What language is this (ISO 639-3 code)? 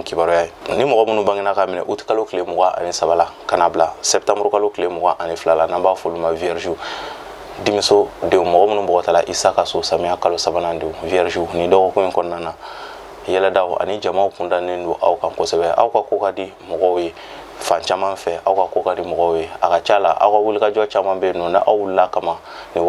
bam